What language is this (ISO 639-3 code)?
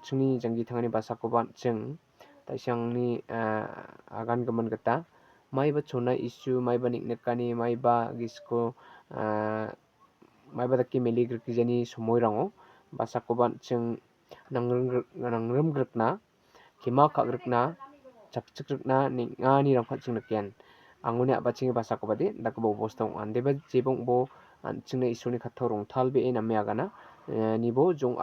grt